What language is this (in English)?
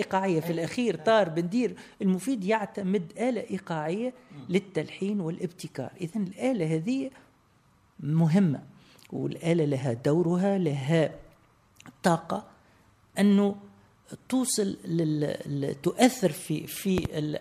Tunisian Arabic